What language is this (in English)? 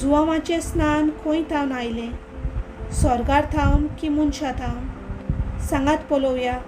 Konkani